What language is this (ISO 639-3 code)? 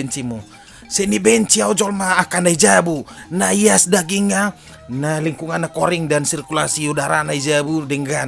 bbc